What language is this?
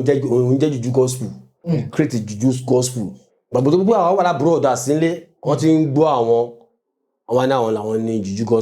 Yoruba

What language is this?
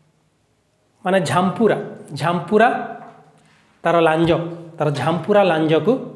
Odia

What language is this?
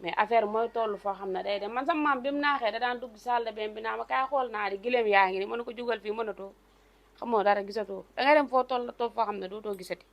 Wolof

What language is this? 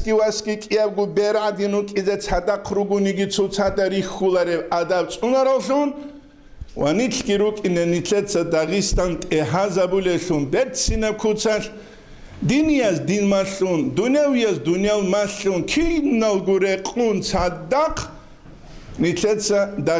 Avaric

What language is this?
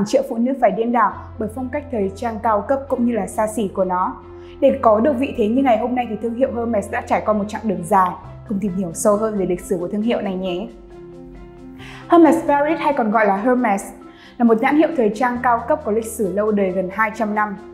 Vietnamese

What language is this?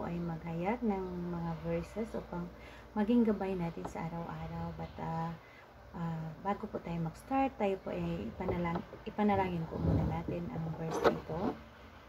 Filipino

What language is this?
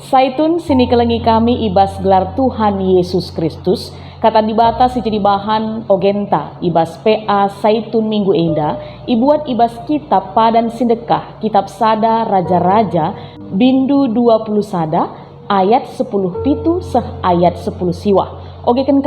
Batak Karo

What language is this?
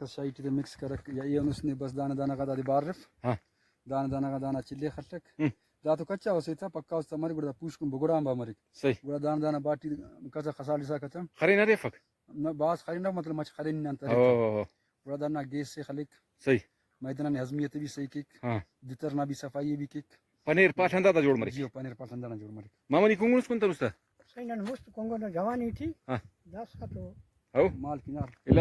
Brahui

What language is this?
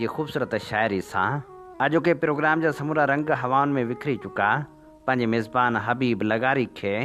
Sindhi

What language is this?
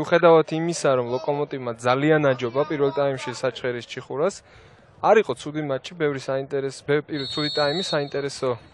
Georgian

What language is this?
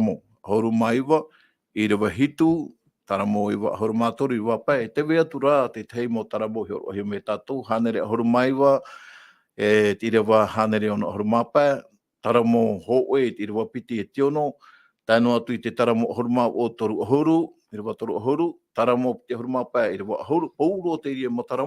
Tahitian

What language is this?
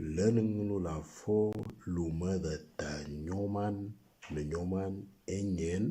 Moro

